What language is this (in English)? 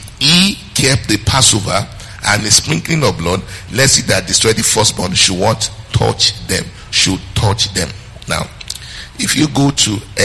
English